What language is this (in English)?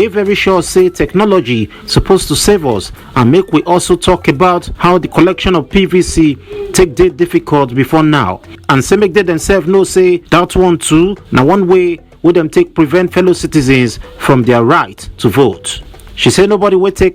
Nigerian Pidgin